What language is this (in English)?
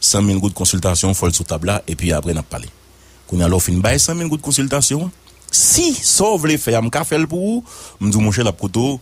Haitian Creole